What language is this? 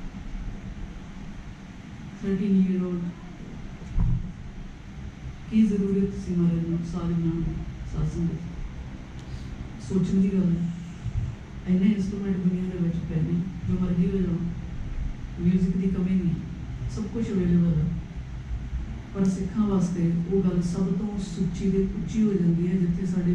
Punjabi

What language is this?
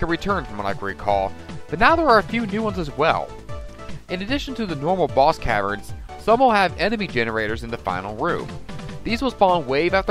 English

